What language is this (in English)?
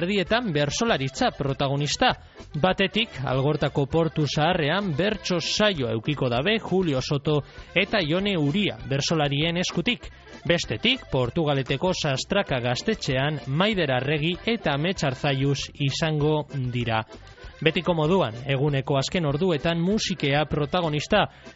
Basque